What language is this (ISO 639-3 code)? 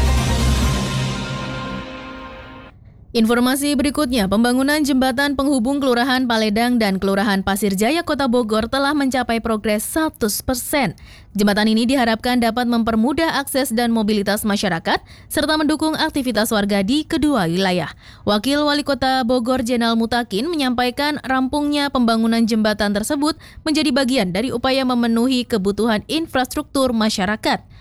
ind